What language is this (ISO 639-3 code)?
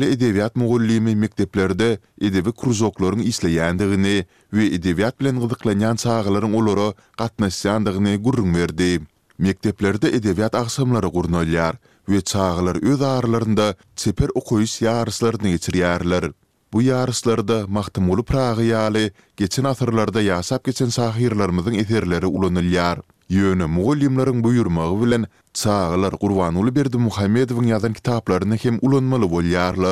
tuk